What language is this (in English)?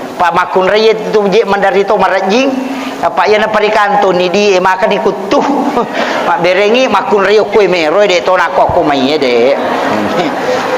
Buginese